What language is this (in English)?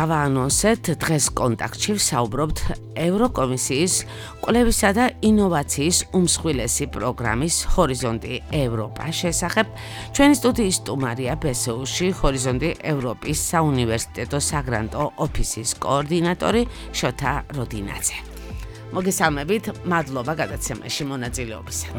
Georgian